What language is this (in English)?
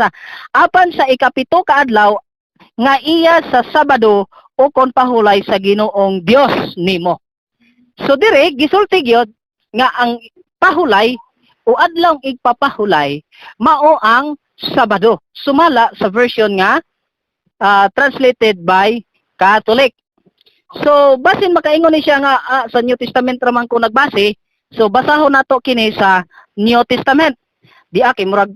Cebuano